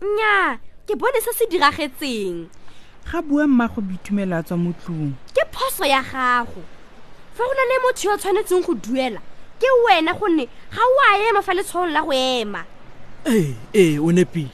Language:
Tswana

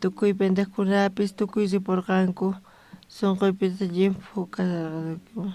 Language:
South Bolivian Quechua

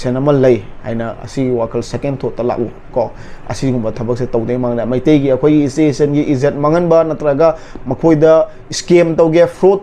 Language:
Manipuri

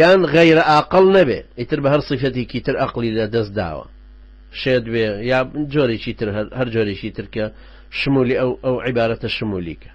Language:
Central Kurdish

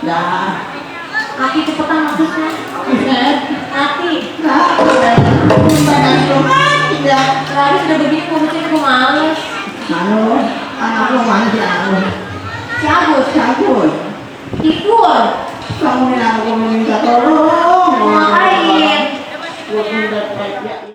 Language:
Betawi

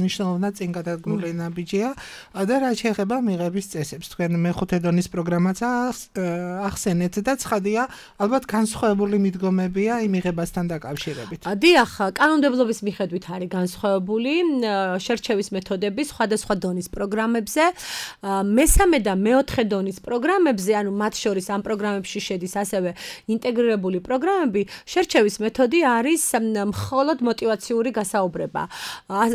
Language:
Georgian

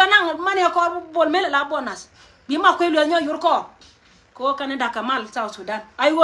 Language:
Nuer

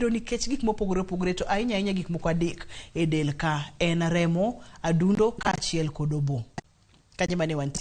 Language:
Luo (Kenya and Tanzania)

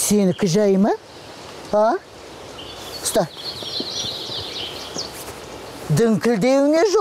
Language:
Kazakh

